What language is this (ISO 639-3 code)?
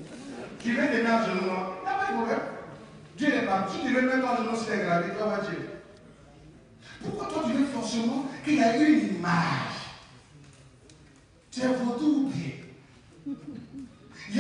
fra